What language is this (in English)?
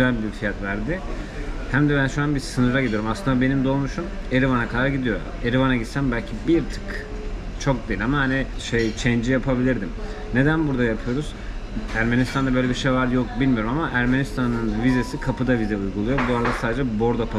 Turkish